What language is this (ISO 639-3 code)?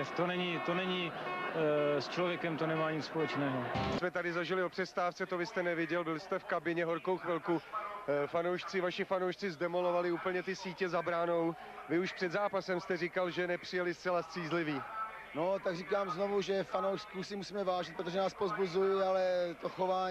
ces